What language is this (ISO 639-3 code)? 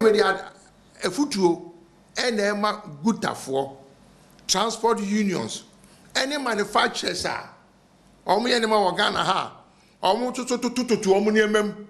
aka